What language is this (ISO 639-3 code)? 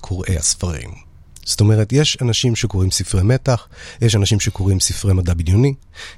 heb